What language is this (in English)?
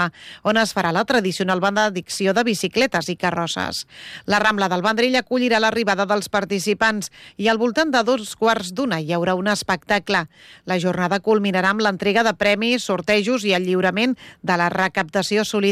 Catalan